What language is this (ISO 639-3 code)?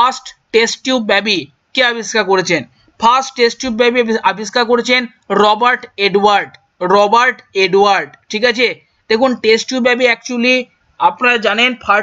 ben